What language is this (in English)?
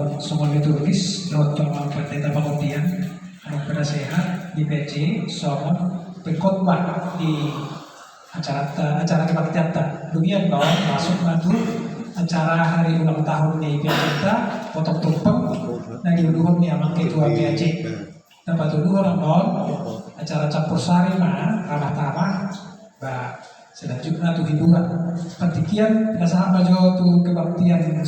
Batak Toba